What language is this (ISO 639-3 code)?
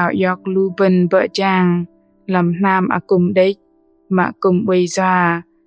bdq